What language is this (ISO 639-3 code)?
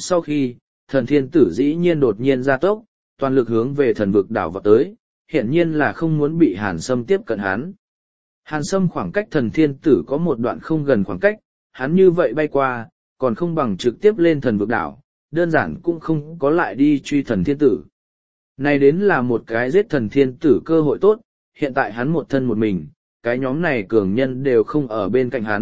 vie